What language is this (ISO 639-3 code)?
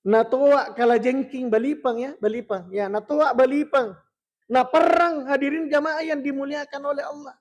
bug